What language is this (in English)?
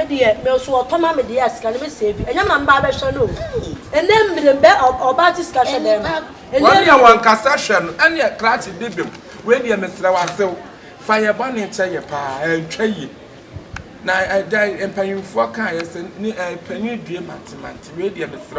Akan